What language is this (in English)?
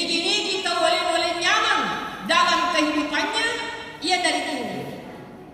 Buginese